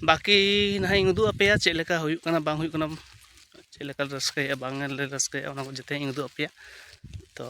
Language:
Santali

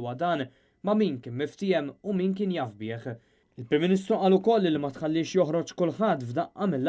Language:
Maltese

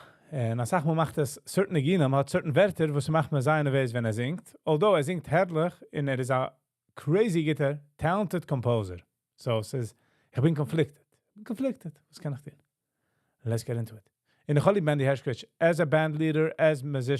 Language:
Yiddish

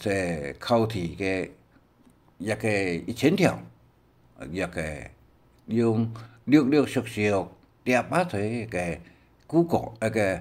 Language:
Hakka Chinese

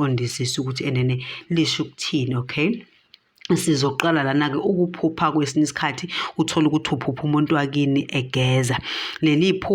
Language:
Zulu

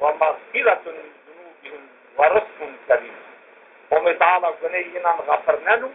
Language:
Zaza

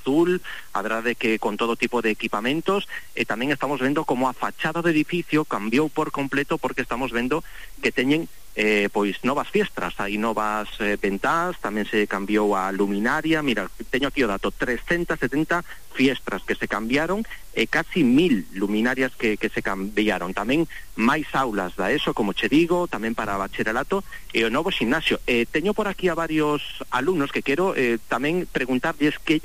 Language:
Galician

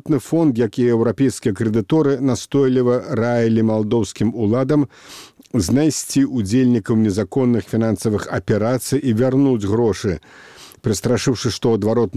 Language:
Belarusian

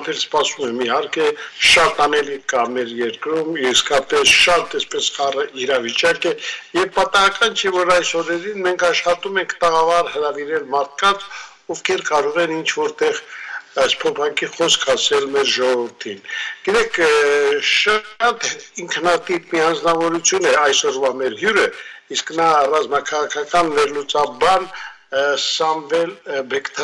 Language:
Armenian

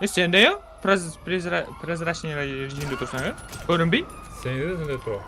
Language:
Kara-Kalpak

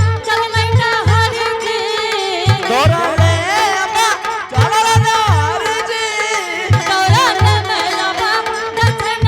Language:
Angika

